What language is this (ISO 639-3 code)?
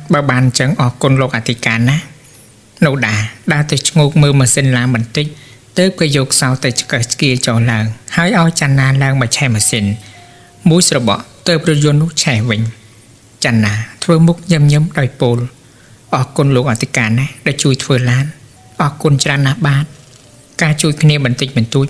khm